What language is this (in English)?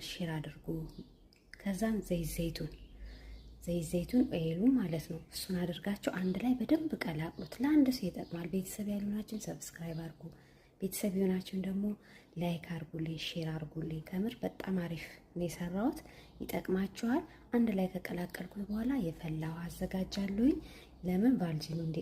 Amharic